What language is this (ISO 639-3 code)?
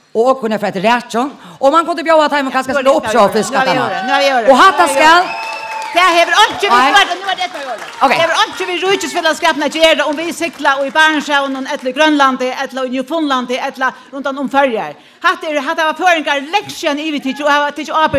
fao